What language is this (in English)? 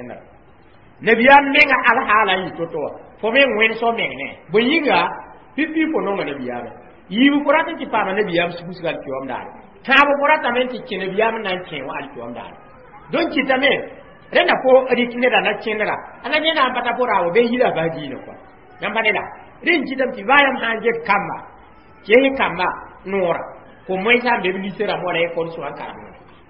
Mossi